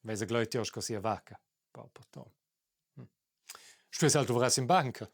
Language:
Romansh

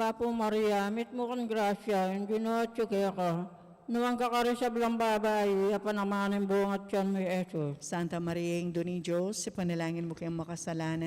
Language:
Pampanga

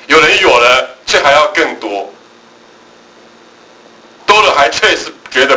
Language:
Chinese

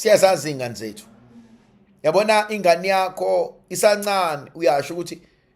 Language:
Zulu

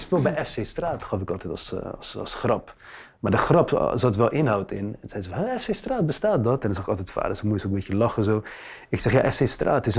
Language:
Dutch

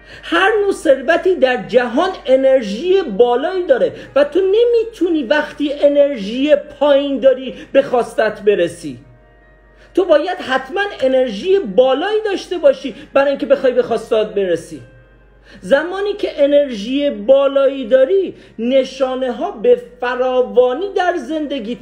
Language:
Persian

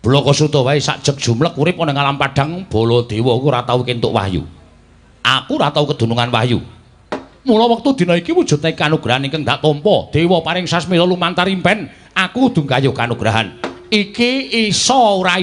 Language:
Javanese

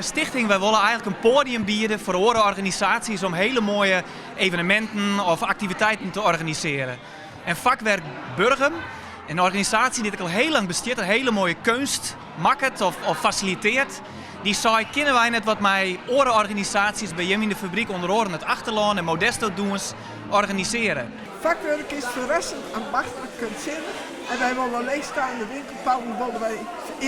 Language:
Western Frisian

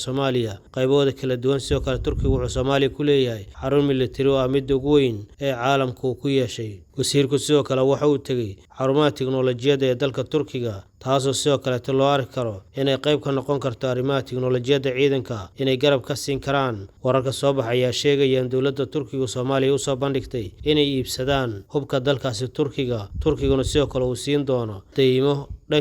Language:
Somali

